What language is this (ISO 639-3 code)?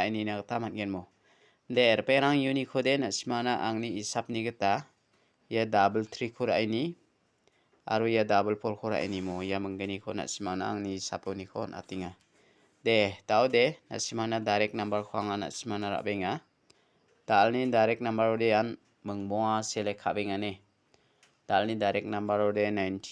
grt